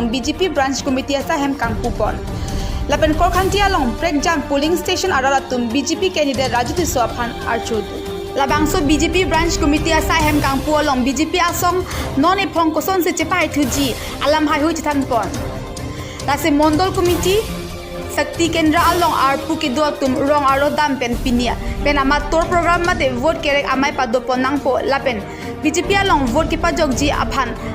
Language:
Karbi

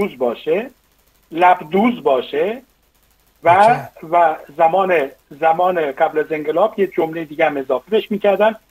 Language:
Persian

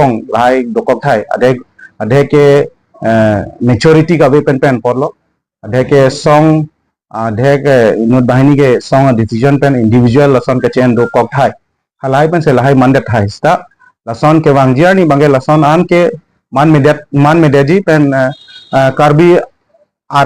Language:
Karbi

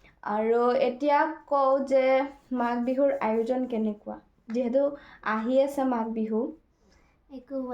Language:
Assamese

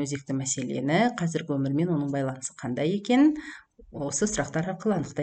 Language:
Kazakh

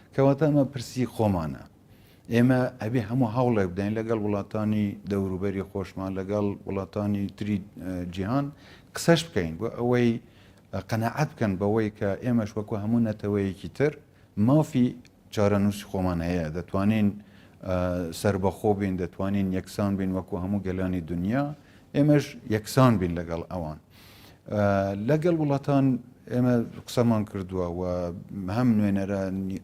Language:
Central Kurdish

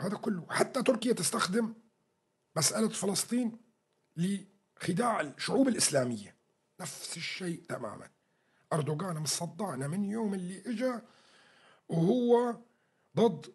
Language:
North Levantine Arabic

